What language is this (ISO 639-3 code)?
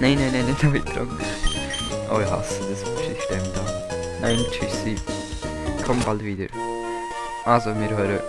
gsw